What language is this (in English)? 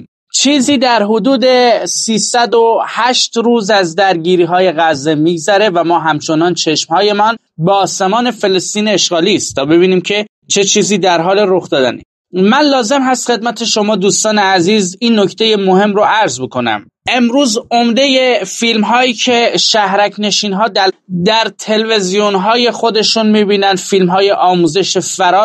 Persian